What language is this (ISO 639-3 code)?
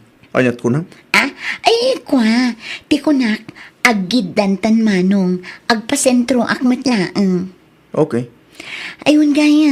ilo